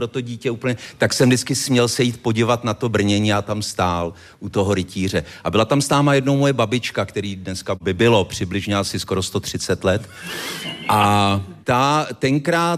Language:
Czech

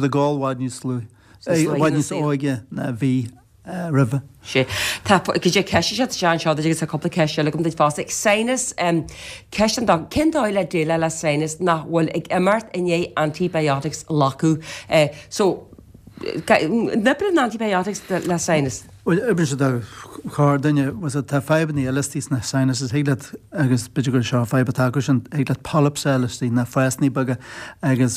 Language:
Irish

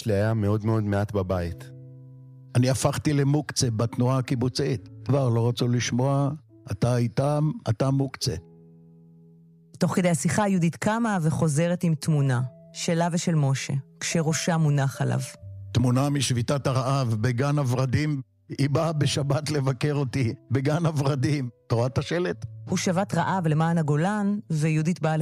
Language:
Hebrew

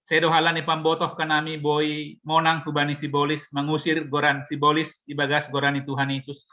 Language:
Batak Simalungun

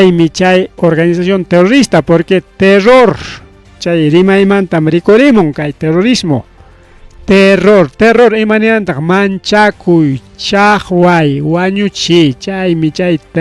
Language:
Ayacucho Quechua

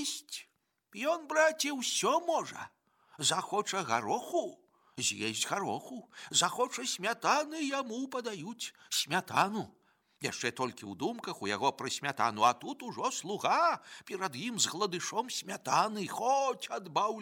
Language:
Belarusian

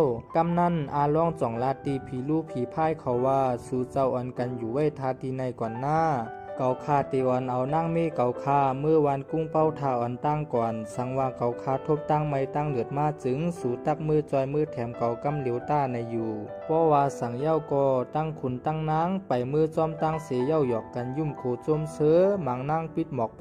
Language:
Shan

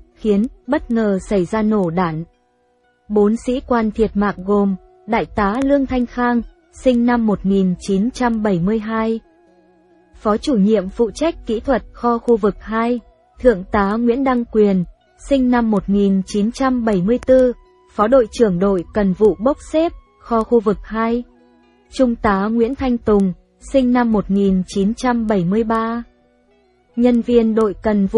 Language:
Vietnamese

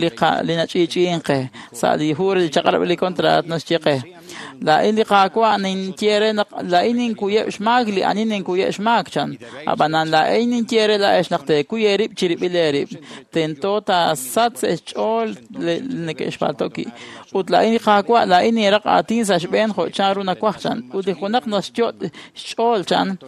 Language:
Kekchí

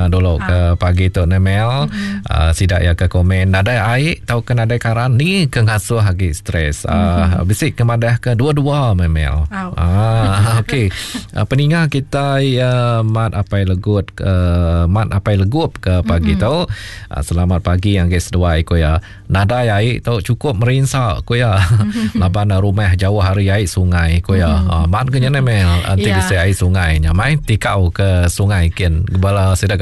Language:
Iban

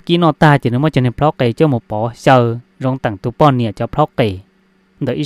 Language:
Hmong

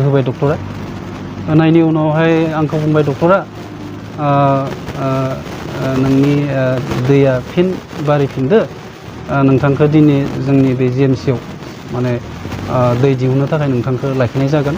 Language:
Bodo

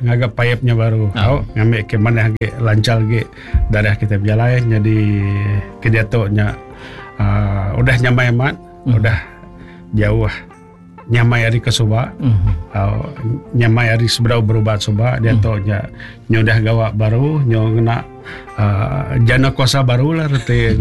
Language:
Iban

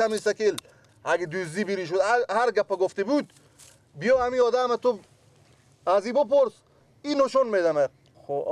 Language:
Persian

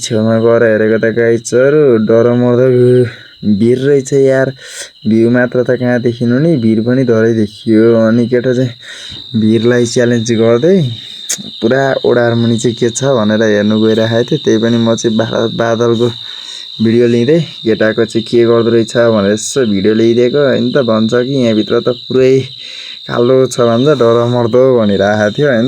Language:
Nepali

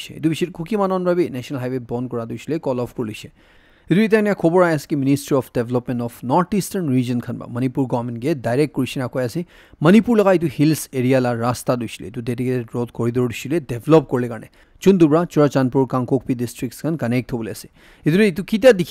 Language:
Naga Pidgin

